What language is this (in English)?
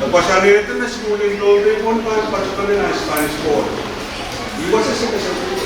Pohnpeian